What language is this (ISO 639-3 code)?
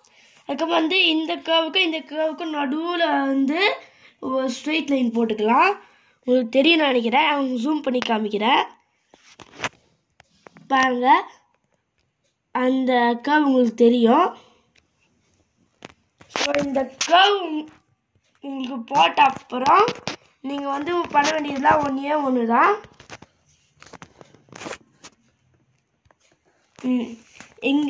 tam